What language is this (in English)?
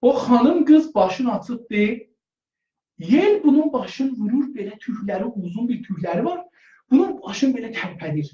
South Azerbaijani